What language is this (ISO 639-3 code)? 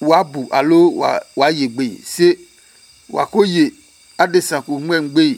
ada